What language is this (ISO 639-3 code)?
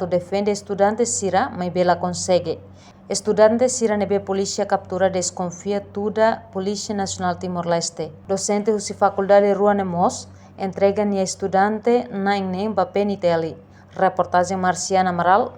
tet